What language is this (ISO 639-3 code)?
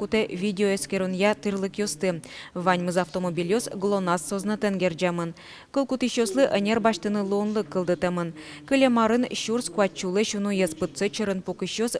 udm